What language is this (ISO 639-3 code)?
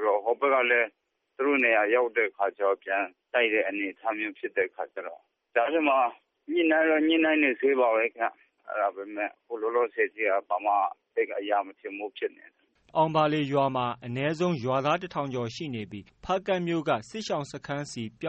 mya